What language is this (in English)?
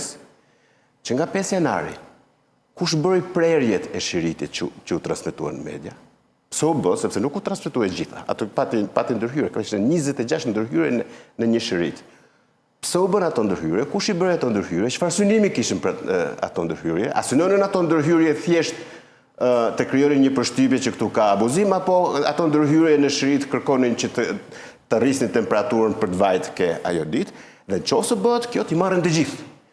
Albanian